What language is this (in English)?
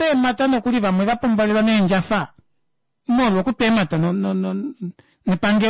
Kuanyama